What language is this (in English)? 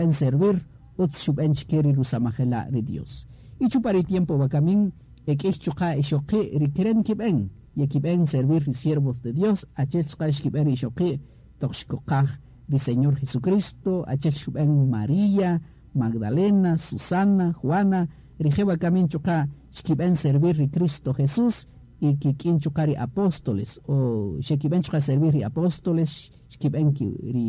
Kaqchikel